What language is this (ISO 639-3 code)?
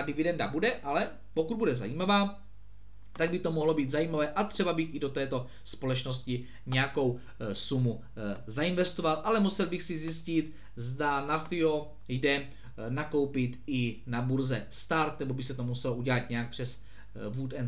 ces